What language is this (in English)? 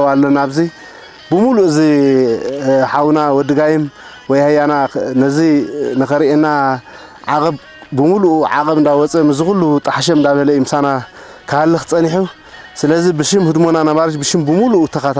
Tigrinya